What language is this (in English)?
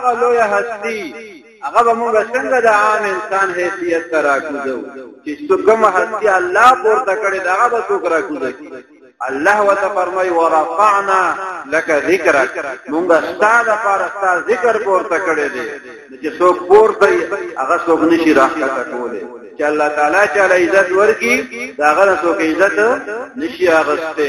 Pashto